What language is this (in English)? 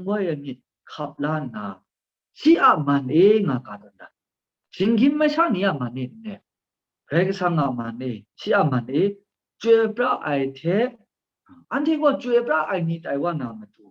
Kachin